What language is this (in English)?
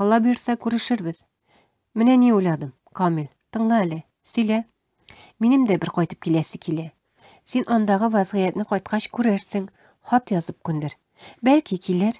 Tatar